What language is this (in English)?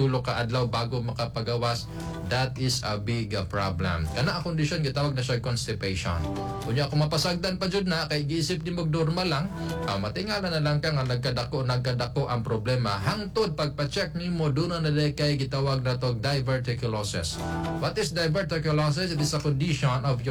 Cebuano